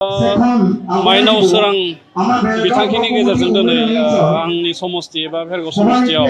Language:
Bodo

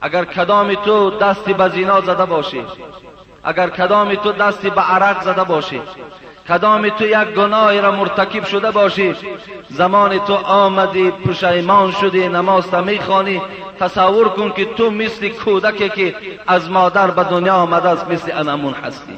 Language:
Persian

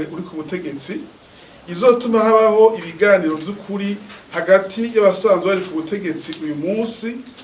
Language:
Rundi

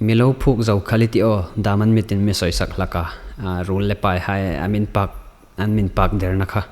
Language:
Hmar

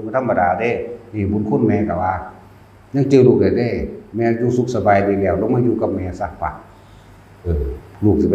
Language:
Northeastern Thai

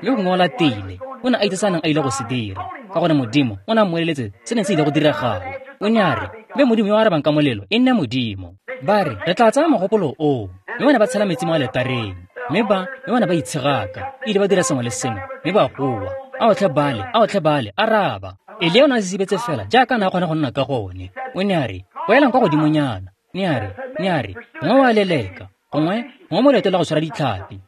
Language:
Tswana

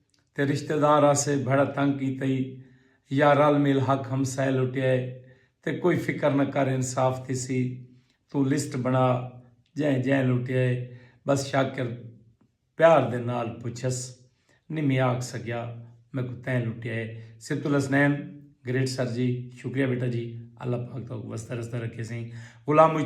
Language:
Saraiki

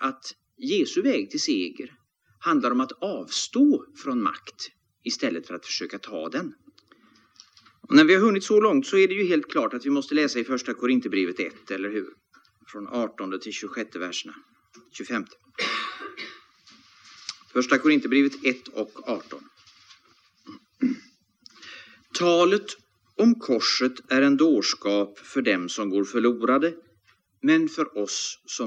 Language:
Swedish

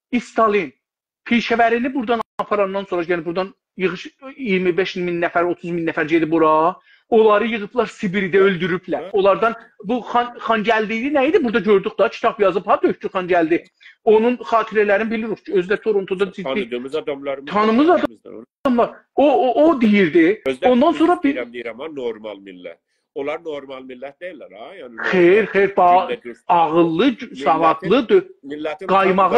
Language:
South Azerbaijani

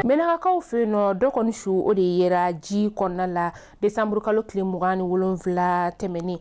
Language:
Bambara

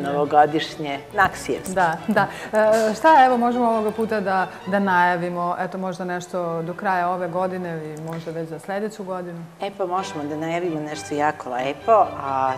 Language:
Serbian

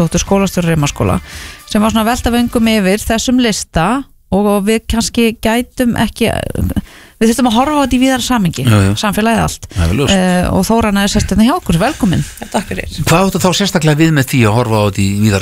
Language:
Icelandic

